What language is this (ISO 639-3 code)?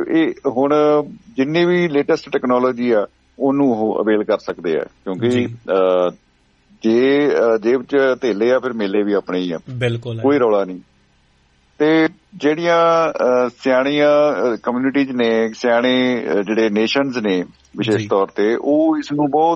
pan